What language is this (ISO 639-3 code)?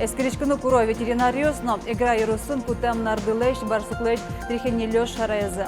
udm